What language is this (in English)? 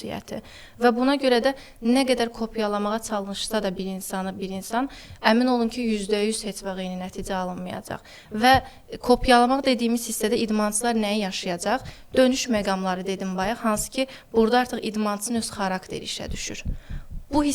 Azerbaijani